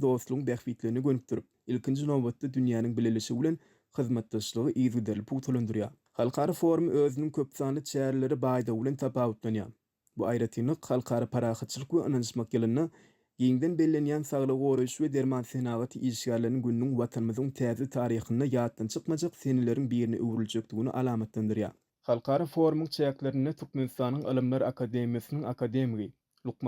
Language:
Turkmen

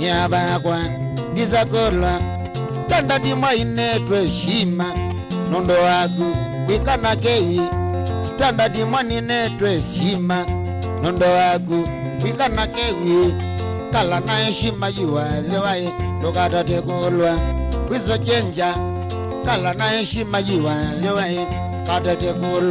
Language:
Kamba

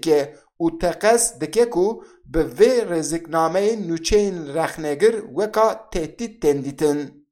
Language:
Kurdish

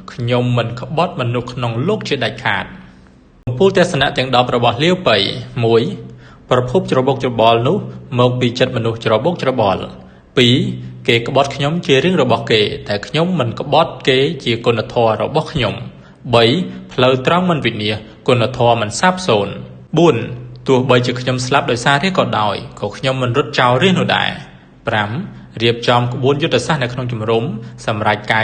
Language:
Khmer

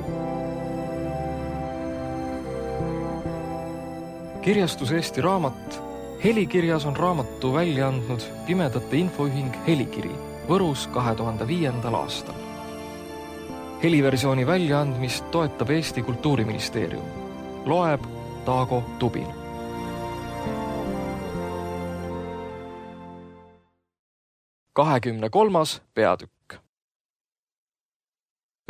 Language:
Estonian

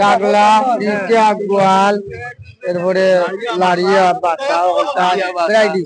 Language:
Sylheti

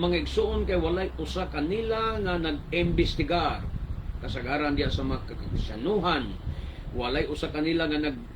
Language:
Cebuano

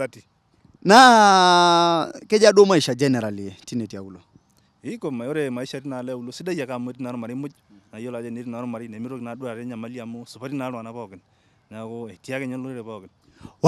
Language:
Masai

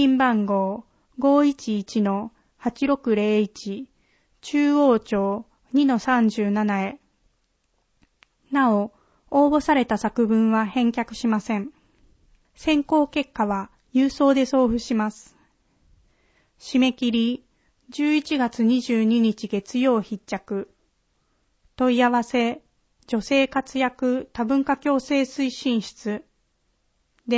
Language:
Japanese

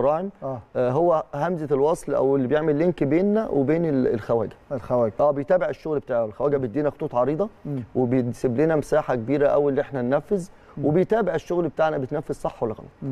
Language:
Egyptian Arabic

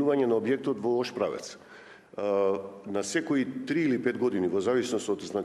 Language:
Macedonian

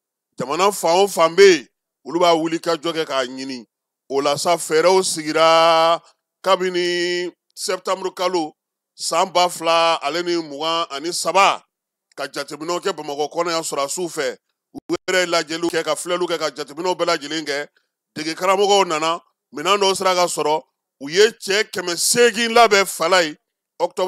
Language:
Bambara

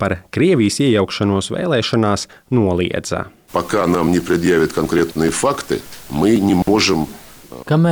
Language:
Latvian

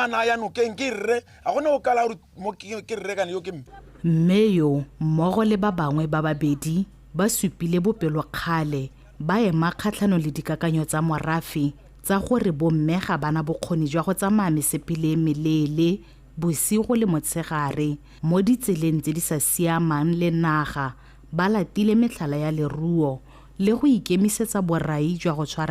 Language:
Tswana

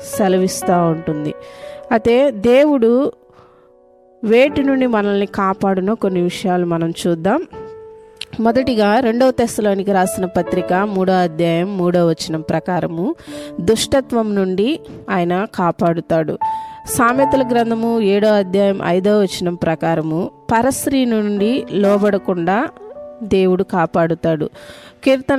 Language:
Telugu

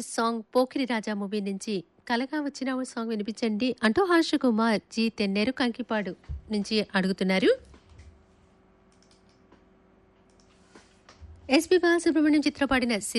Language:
Telugu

